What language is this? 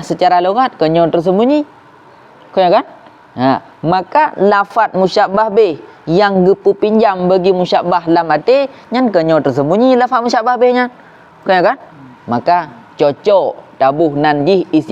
Achinese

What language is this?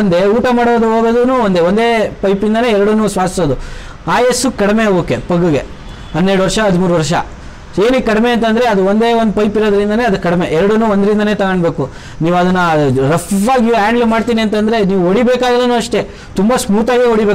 Kannada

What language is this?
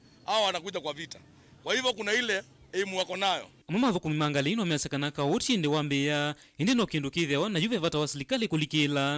Kamba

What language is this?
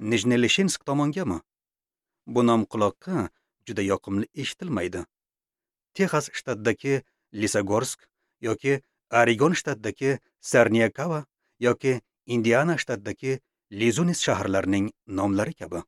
Uzbek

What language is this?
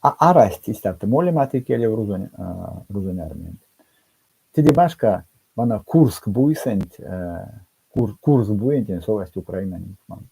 Erzya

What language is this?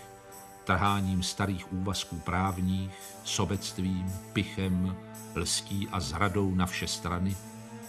Czech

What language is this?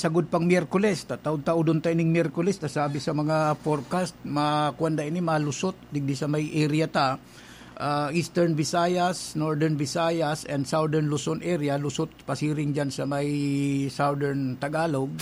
Bikol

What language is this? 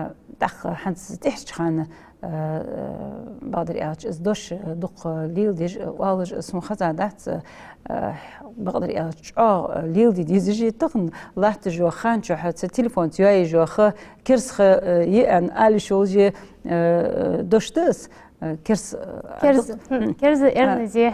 Ingush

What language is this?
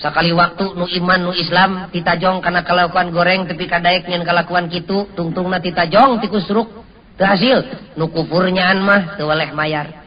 Sundanese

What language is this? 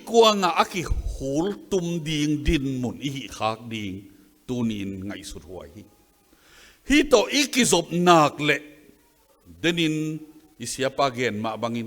Tedim Chin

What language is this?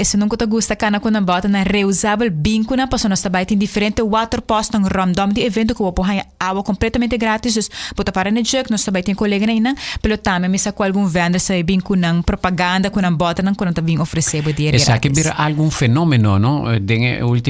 Papiamento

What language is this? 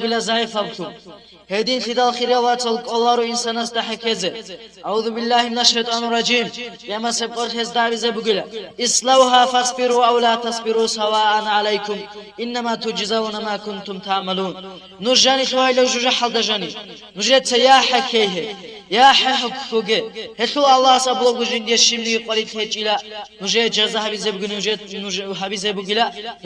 Avaric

